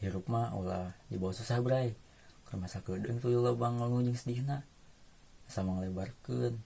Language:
Sundanese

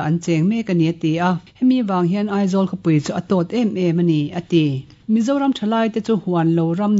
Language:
Mizo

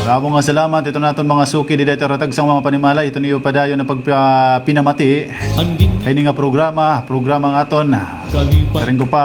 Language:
Waray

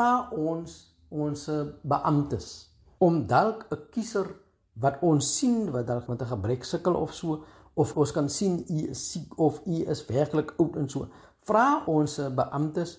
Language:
Afrikaans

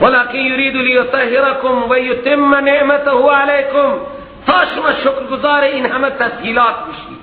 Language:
Persian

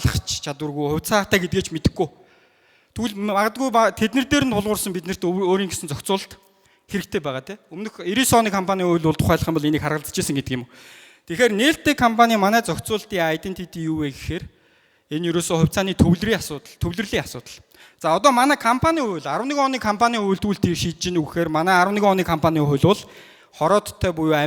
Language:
Mongolian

